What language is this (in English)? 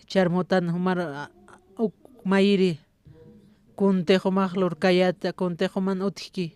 Aymara